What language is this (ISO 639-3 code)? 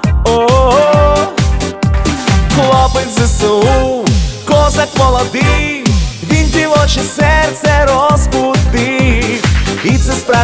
ukr